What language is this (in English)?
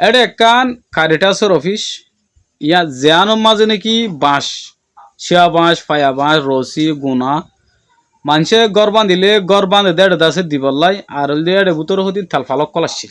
Rohingya